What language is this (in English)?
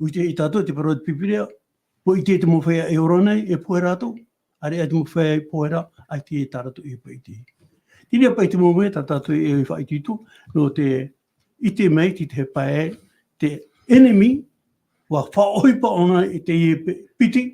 Tahitian